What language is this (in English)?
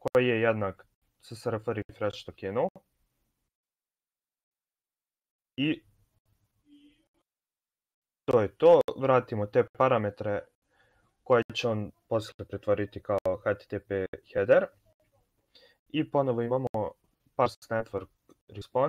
Serbian